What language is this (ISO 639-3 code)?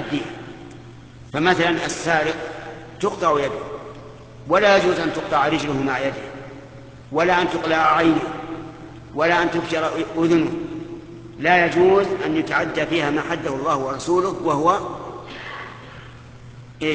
ara